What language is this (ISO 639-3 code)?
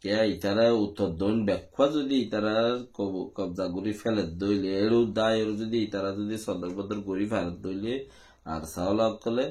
rhg